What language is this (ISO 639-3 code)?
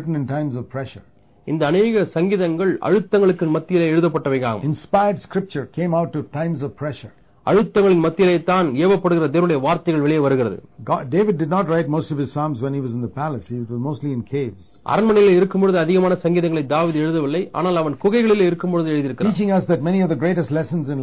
tam